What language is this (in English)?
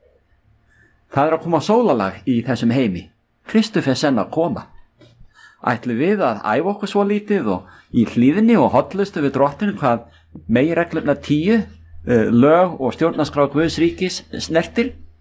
Icelandic